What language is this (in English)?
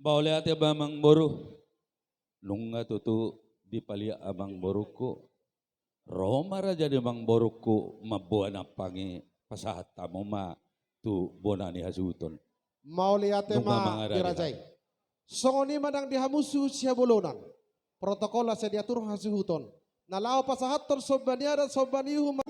Batak Toba